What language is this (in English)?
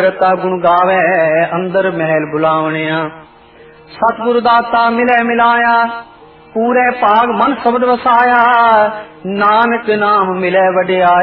Punjabi